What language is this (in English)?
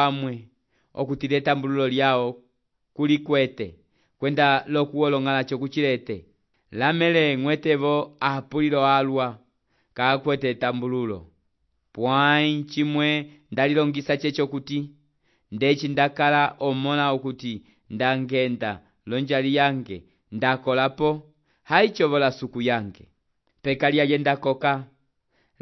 Umbundu